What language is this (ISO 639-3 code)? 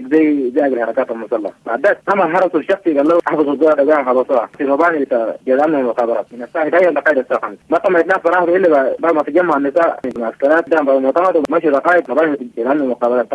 apd